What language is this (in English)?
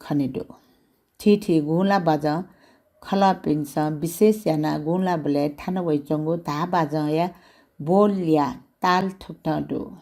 Newari